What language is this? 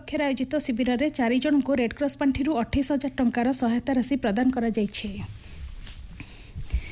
Odia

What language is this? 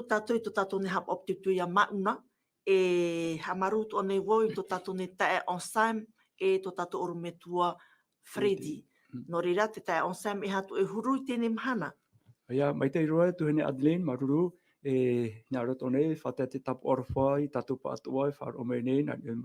Tahitian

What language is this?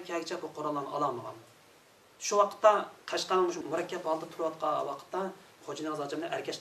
Uyghur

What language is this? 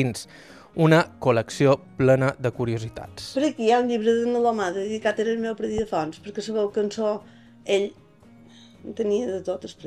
Catalan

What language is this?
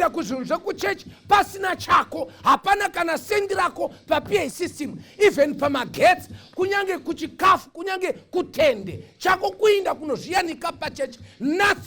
Shona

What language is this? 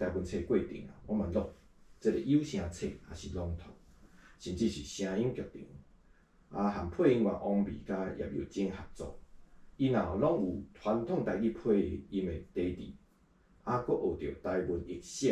Min Nan Chinese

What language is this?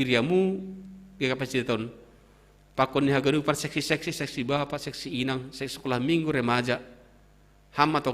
Batak Simalungun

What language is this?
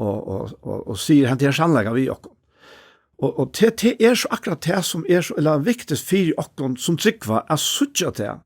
Faroese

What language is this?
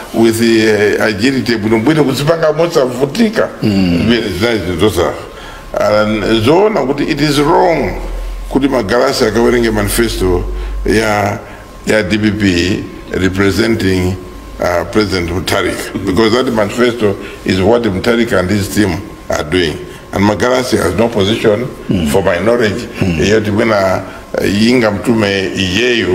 Nyanja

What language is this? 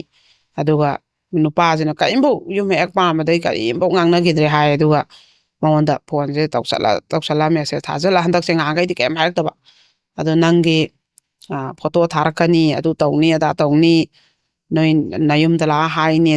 Manipuri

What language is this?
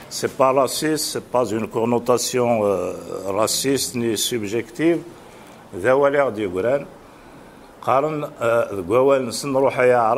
Kabyle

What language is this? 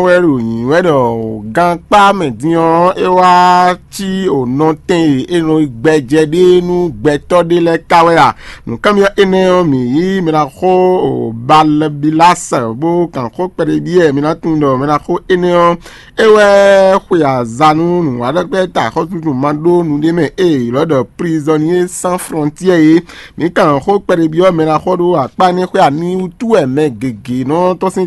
Fon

